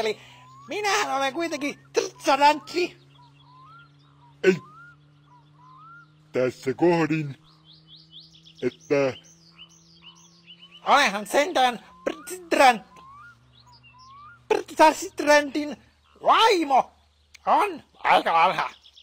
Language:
Finnish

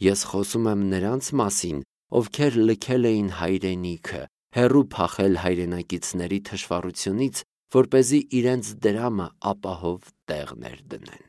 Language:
Armenian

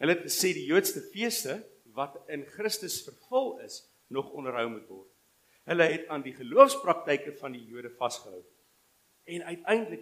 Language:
Afrikaans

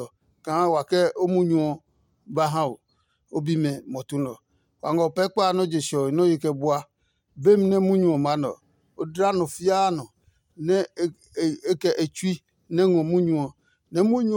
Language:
Adangme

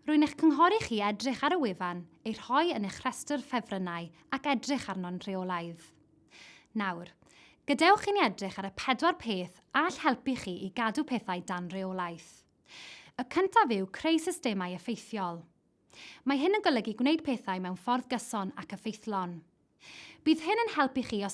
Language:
Welsh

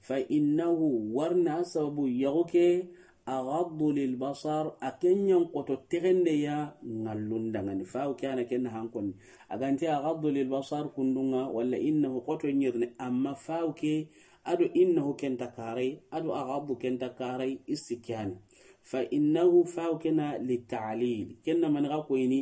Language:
Soninke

